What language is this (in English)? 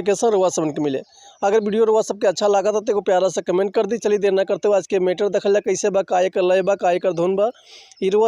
Bhojpuri